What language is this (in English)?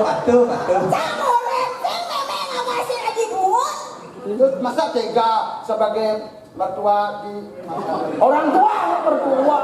Balinese